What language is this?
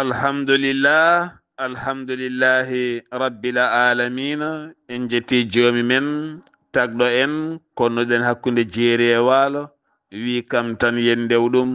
Fula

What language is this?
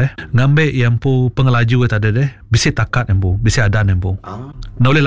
Iban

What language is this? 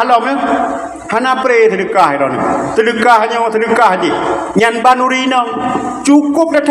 Achinese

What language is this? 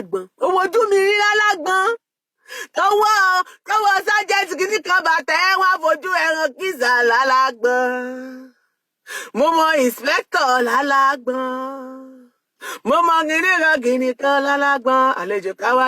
Yoruba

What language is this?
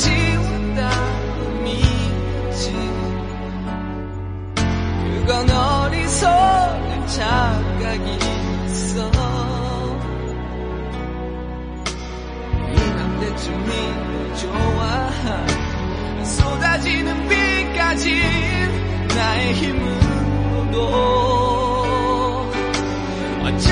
Korean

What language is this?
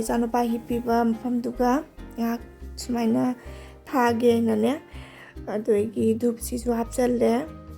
Manipuri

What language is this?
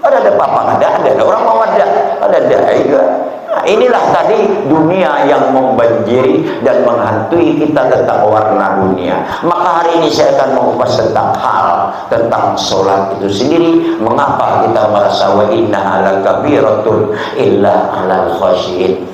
Banjar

